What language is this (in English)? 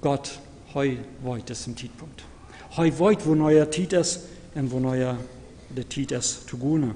Plautdietsch